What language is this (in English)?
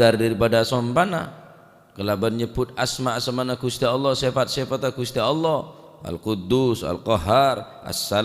Madurese